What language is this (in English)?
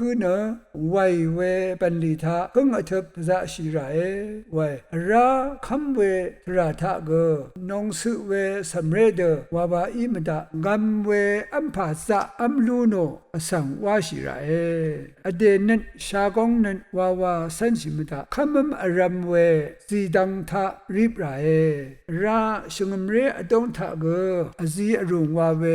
Rawang